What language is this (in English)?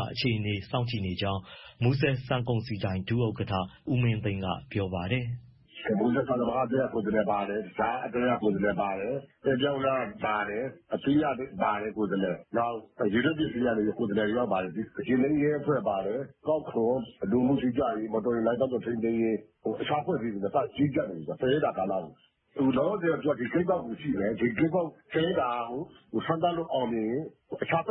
Burmese